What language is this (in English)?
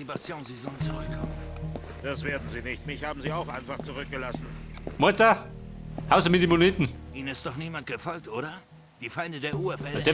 Bavarian